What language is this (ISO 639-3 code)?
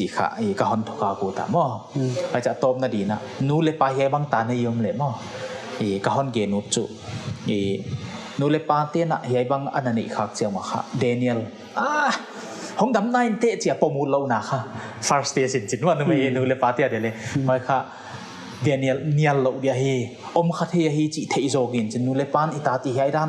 pck